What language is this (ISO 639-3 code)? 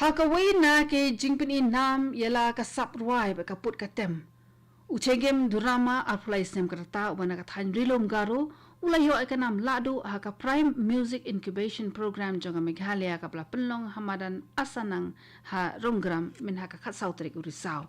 kha